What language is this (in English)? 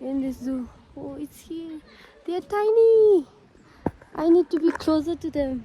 Tibetan